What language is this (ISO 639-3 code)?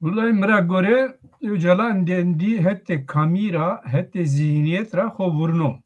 zza